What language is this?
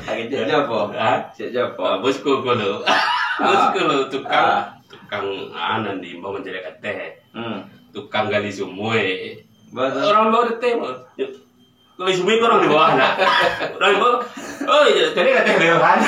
Minangkabau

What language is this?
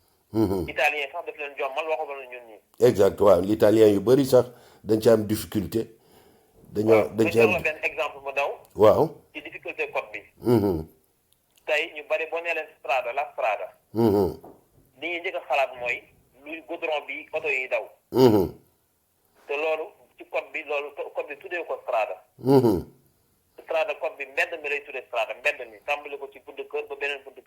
Wolof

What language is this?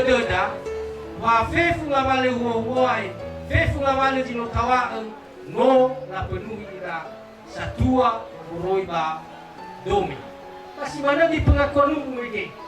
Nias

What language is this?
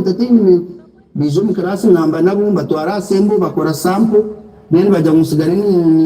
Nyankole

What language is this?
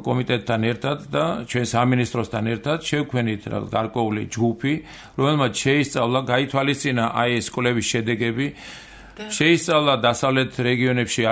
Georgian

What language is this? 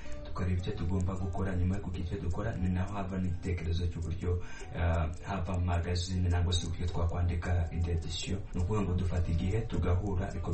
Kinyarwanda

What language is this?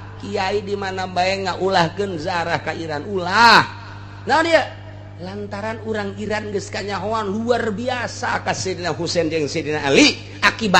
Sundanese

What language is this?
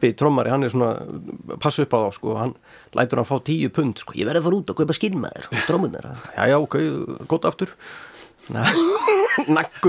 Icelandic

